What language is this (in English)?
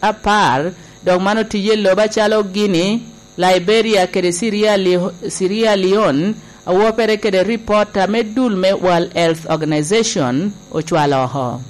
Lango (Uganda)